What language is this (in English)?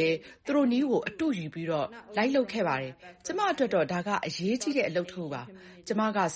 Burmese